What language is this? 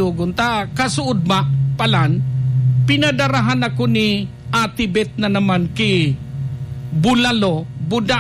Bikol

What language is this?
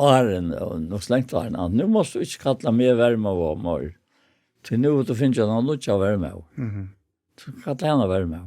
Faroese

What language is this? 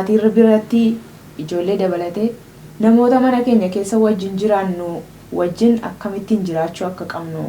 Oromo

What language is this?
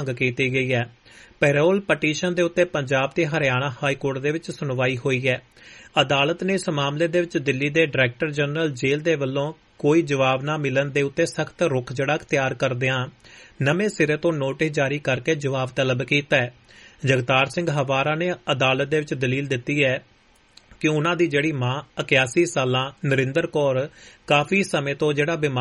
Punjabi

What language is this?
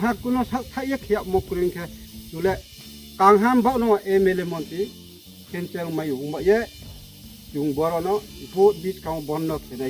Riang (India)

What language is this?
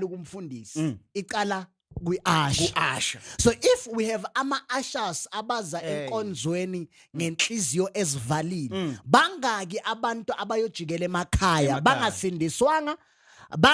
Zulu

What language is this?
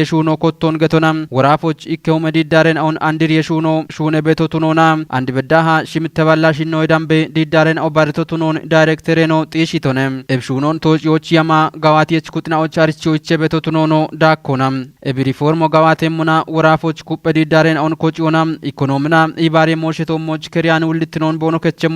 Kafa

